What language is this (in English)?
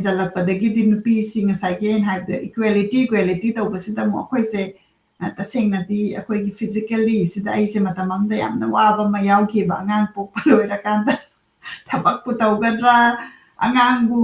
Manipuri